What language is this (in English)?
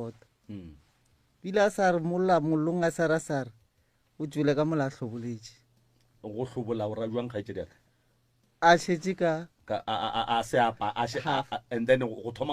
Northern Sotho